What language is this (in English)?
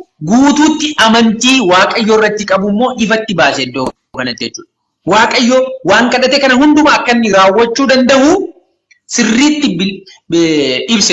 Oromo